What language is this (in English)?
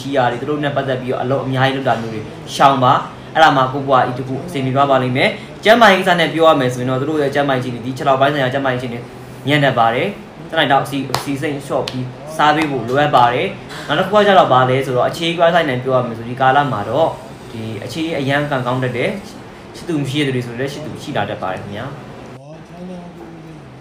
Burmese